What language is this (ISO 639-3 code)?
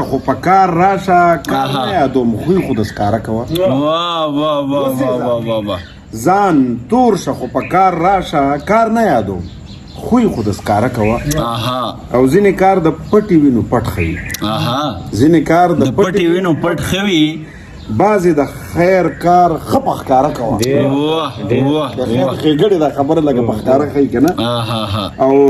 pus